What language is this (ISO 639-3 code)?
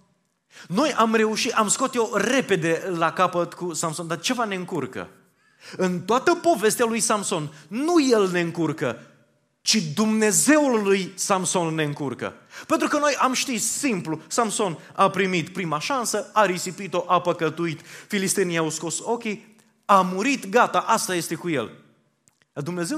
ron